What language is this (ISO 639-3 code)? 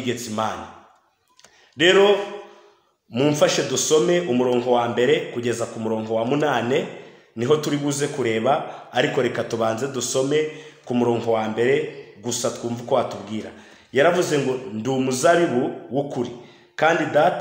kin